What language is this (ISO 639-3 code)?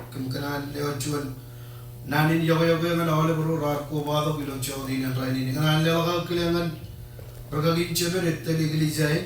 mah